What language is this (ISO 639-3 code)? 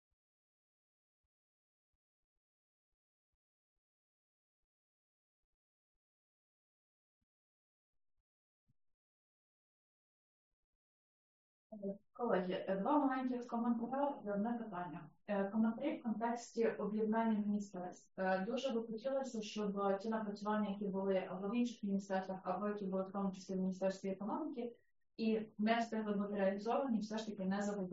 ukr